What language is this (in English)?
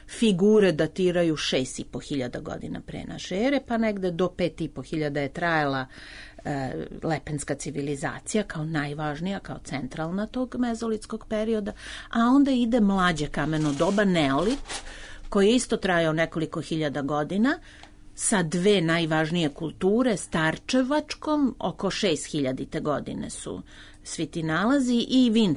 Serbian